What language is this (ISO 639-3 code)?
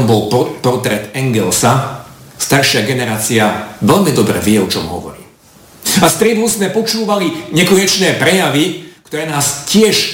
slk